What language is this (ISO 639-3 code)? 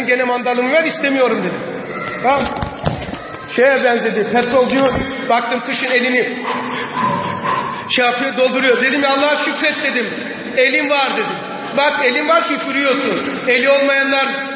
tur